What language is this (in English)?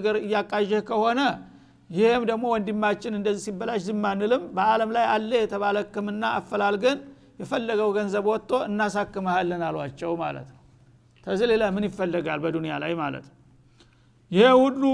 Amharic